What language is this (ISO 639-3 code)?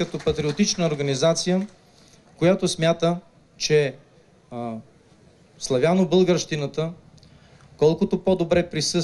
bul